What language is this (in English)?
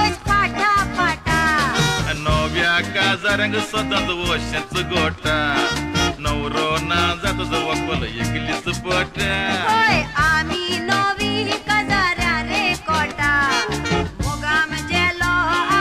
Konkani